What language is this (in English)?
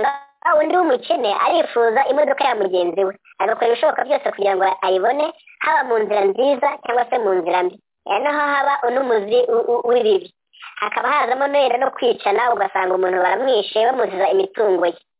Kinyarwanda